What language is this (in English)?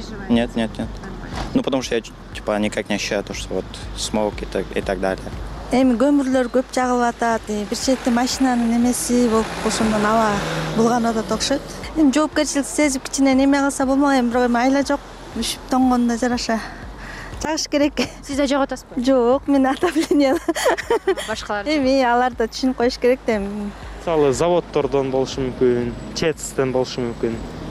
Kyrgyz